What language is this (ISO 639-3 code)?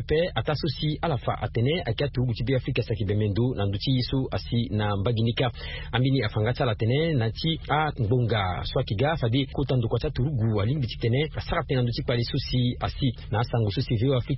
sag